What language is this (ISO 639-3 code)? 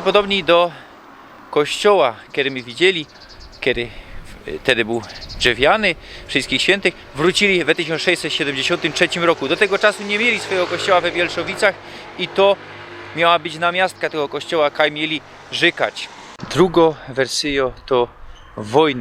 szl